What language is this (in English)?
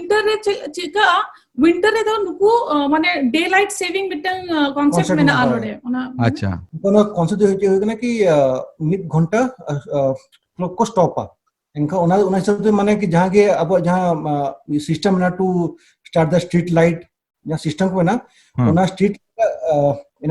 Santali